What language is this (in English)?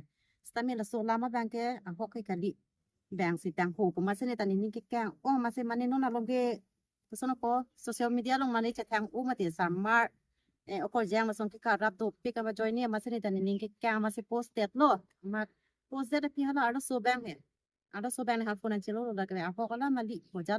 Karbi